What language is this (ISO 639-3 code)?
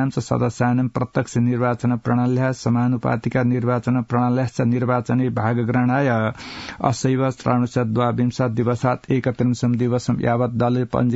san